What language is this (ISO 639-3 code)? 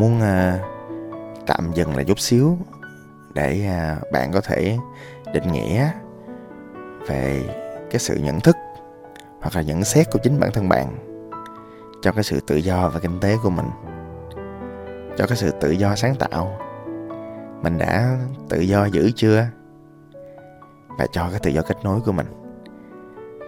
vie